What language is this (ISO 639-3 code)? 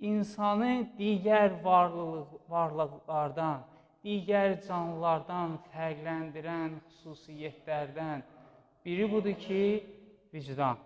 aze